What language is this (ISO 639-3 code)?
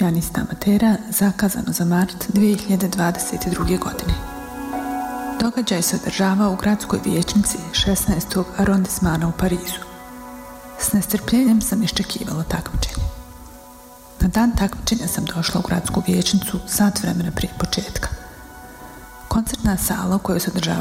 bos